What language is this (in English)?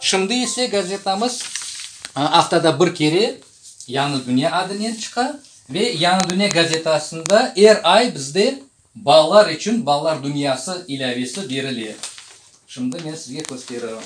Crimean Tatar